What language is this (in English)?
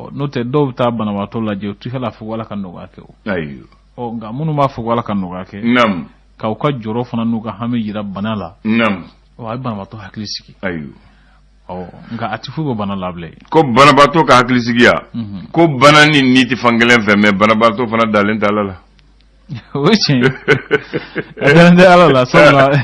Bambara